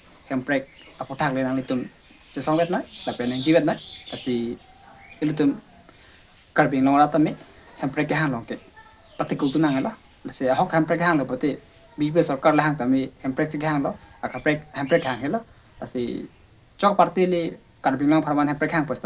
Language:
Karbi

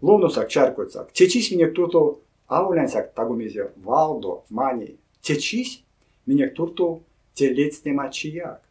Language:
Erzya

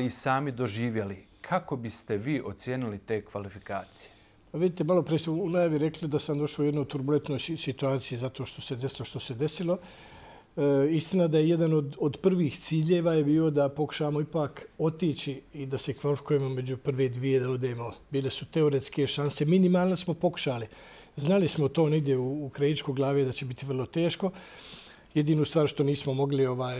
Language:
Bosnian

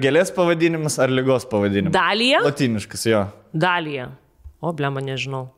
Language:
Lithuanian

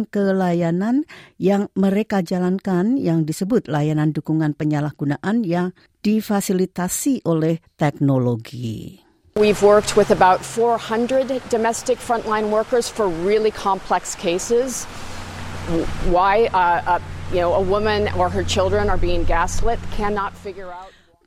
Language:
Indonesian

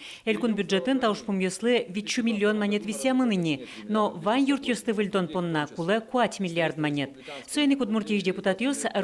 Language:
Udmurt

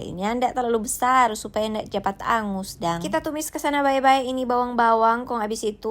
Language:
Manado Malay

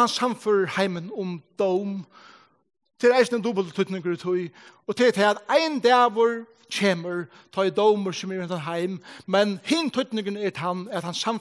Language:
Faroese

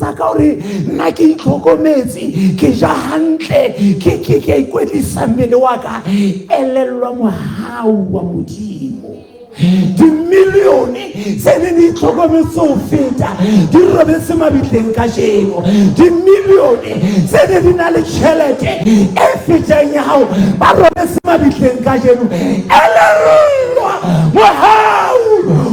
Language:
Southern Sotho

